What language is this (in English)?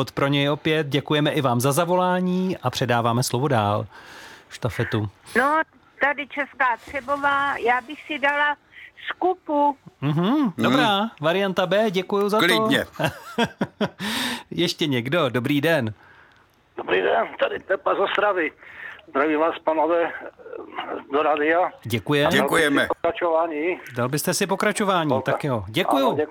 Czech